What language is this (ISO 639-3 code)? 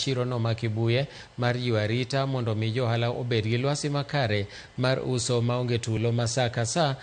luo